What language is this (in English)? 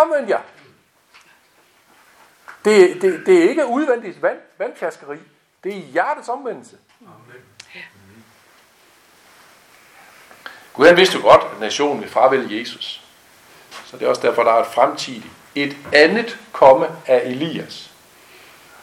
Danish